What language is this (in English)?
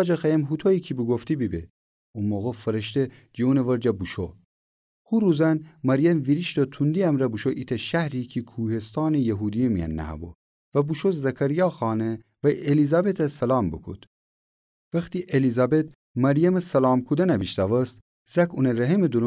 Gilaki